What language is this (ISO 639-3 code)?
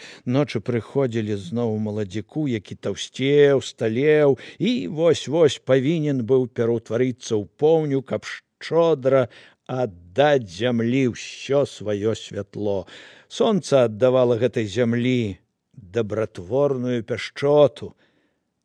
bel